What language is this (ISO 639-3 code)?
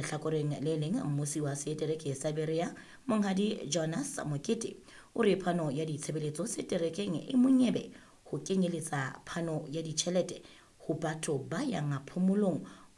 sot